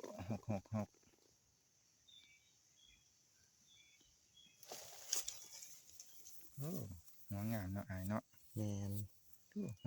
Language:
Northeastern Thai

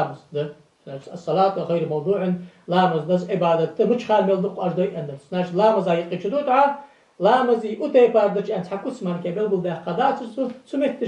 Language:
Ingush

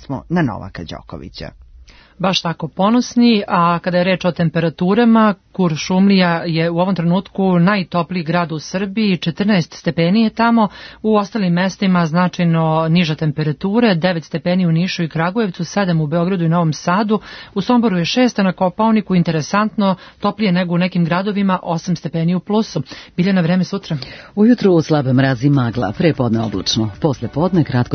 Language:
Serbian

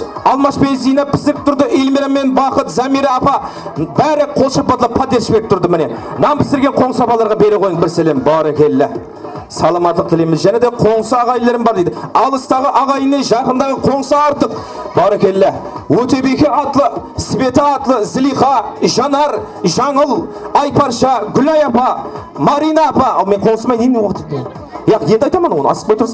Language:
Kara-Kalpak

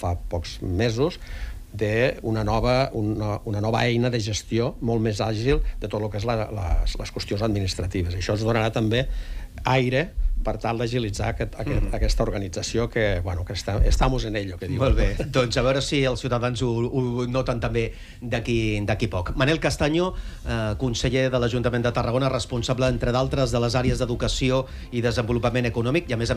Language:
Catalan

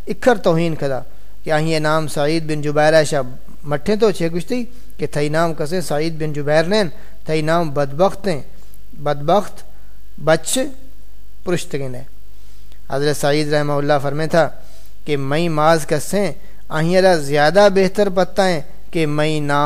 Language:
Saraiki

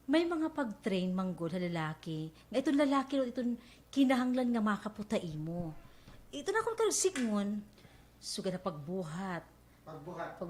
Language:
Waray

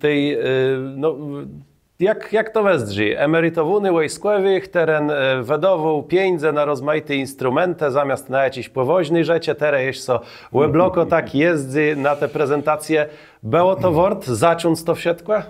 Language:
Kashubian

